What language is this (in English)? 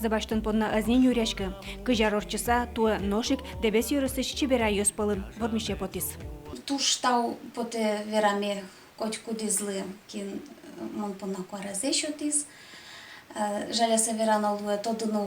Udmurt